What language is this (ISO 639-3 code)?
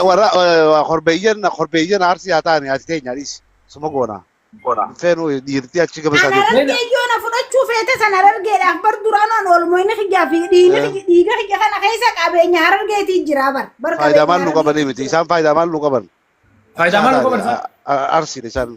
orm